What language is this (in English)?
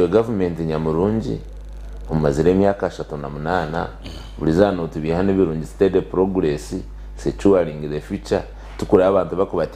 Nyankole